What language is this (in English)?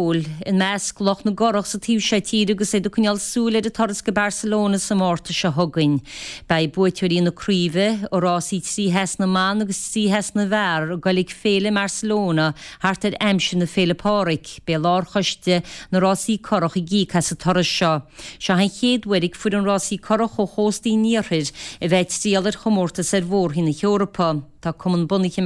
Irish